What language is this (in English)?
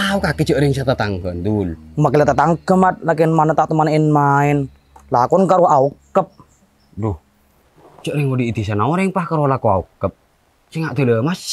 Madurese